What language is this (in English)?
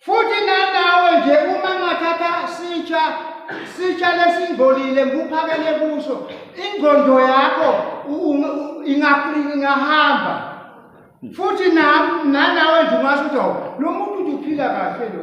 Swati